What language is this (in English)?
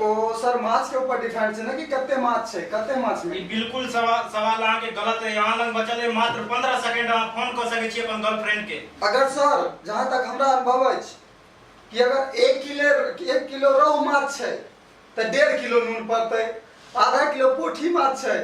Maithili